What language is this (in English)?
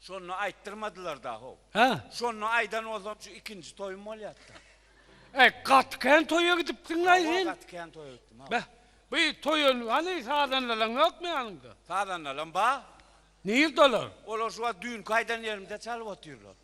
Turkmen